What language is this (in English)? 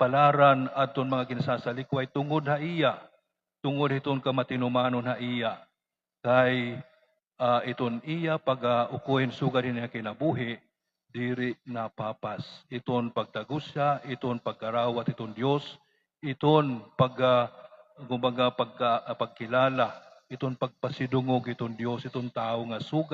Waray